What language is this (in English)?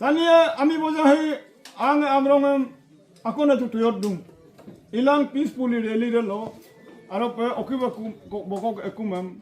Adi